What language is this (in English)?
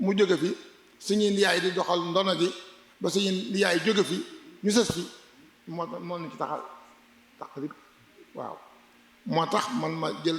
Wolof